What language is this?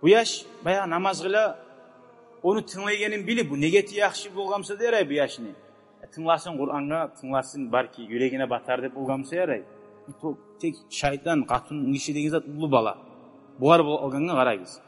Kumyk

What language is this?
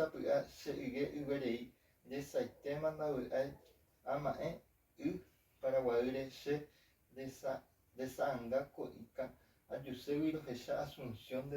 Guarani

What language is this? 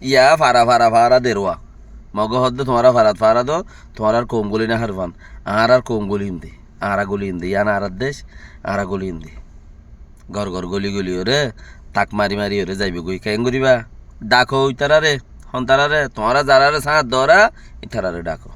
Rohingya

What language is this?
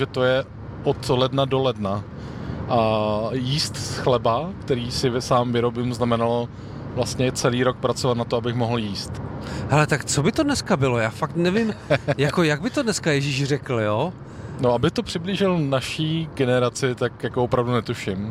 Czech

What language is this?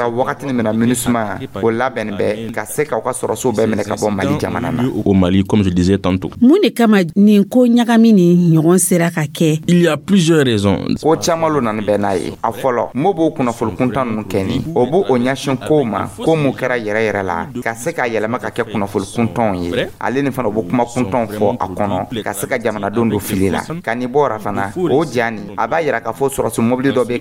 Dyula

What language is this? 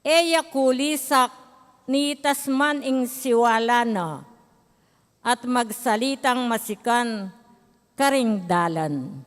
Pampanga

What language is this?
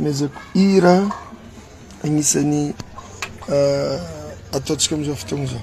Malagasy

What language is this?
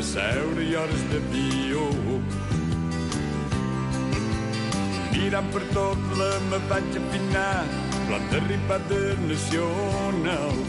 Catalan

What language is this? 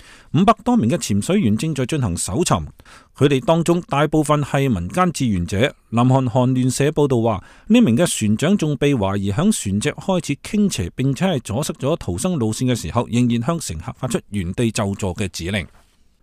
Cantonese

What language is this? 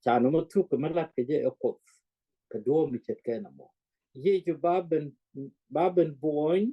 Nuer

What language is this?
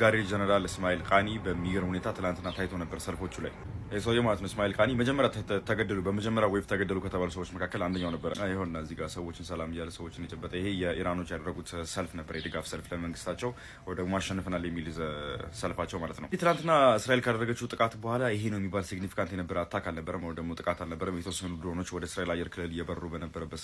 Amharic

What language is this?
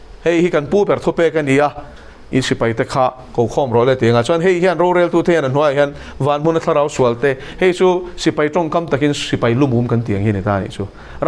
Mizo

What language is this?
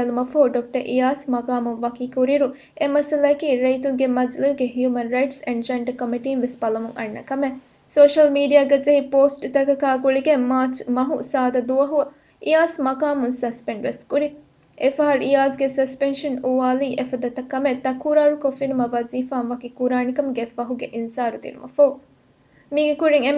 Divehi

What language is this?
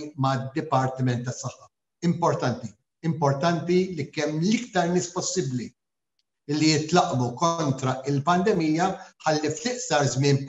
Maltese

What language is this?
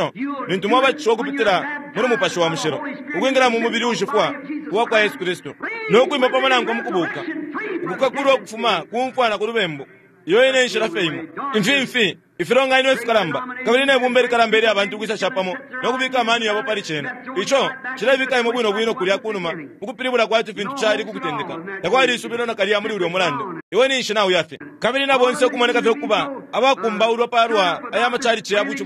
Bemba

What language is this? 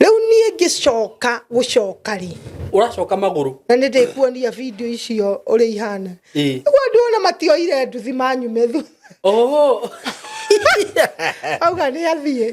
Kikuyu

